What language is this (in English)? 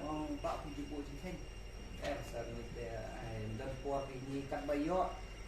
Khasi